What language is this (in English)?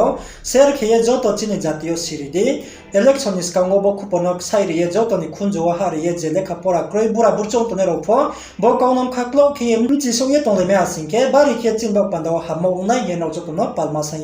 Riang (India)